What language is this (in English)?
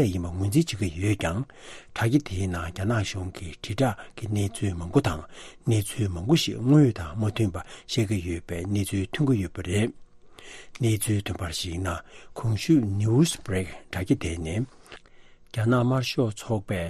Tibetan